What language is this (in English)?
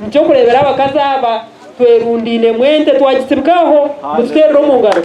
Nyankole